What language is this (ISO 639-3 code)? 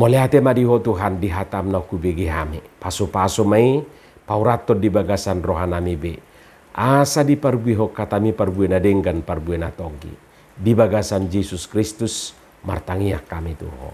bbc